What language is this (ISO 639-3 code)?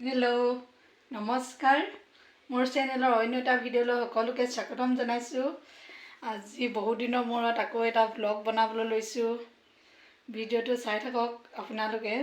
asm